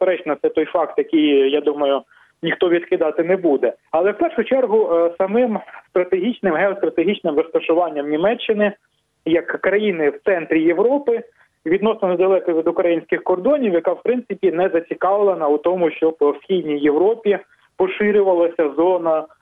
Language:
Ukrainian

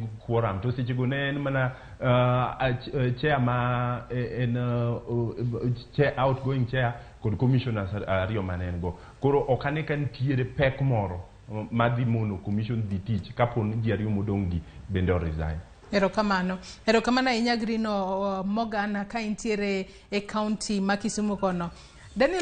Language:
Luo (Kenya and Tanzania)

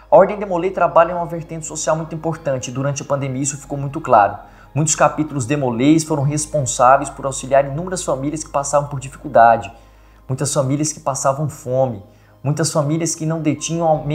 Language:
Portuguese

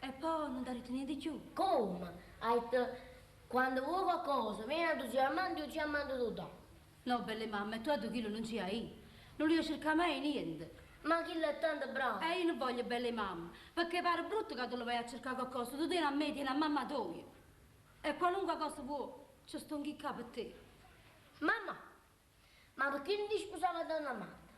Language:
Neapolitan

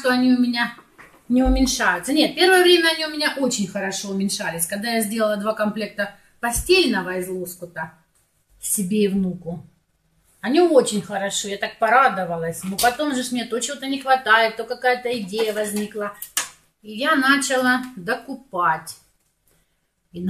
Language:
Russian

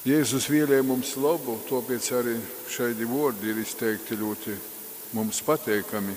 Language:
Latgalian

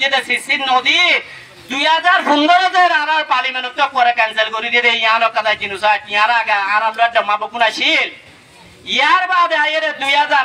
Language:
Rohingya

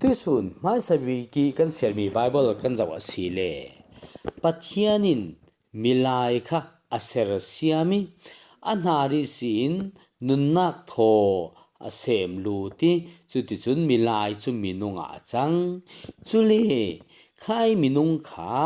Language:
Falam Chin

